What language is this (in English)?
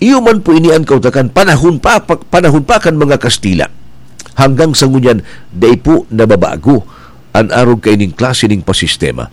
Bikol